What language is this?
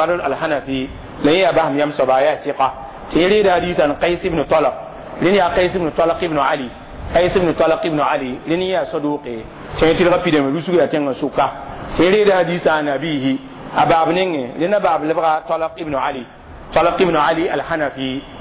Mossi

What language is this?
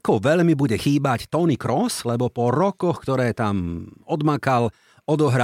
Slovak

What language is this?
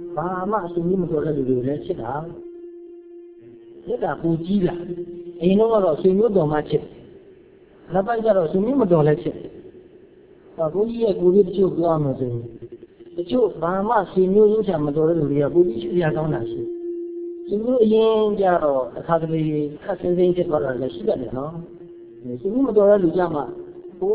Burmese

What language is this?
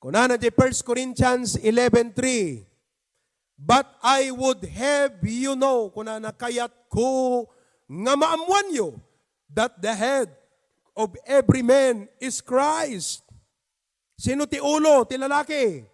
Iloko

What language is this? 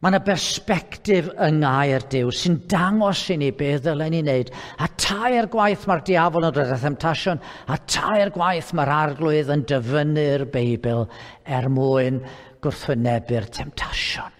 Welsh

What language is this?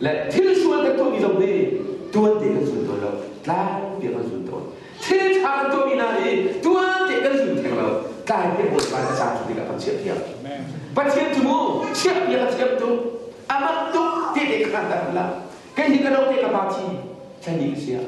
Hakha Chin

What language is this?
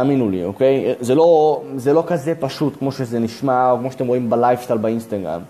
Hebrew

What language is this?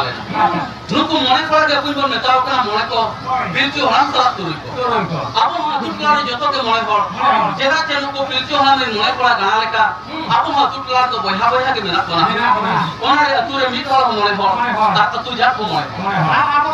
Santali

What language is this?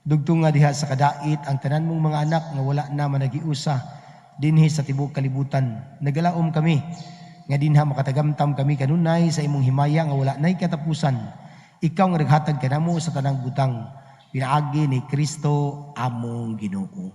Cebuano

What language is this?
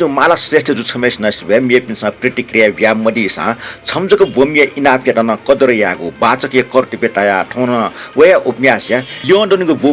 Newari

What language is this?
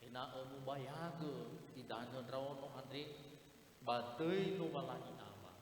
Nias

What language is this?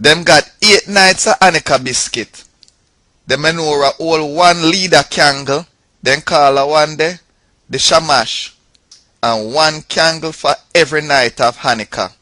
Jamaican Creole English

